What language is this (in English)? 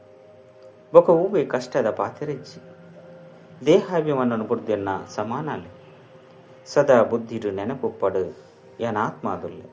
Tulu